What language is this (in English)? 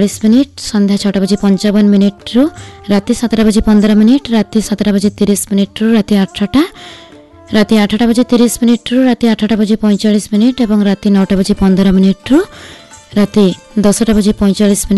Odia